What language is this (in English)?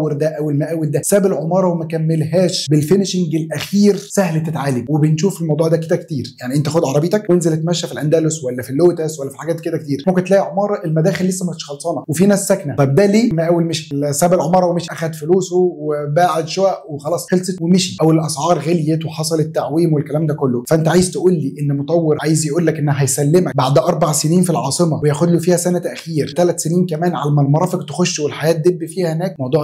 Egyptian Arabic